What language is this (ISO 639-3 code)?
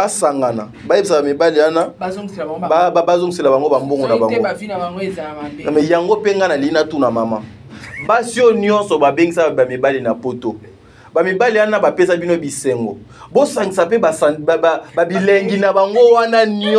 lin